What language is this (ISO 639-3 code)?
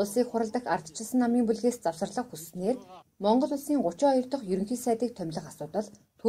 mon